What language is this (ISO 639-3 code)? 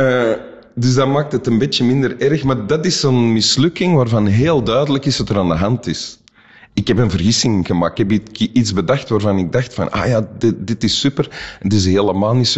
nld